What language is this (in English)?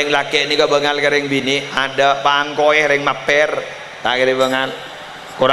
Madurese